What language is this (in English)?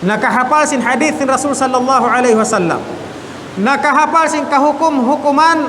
Tausug